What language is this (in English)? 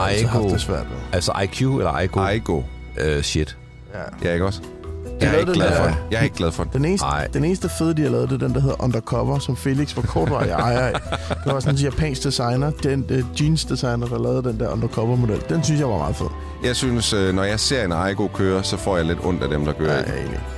Danish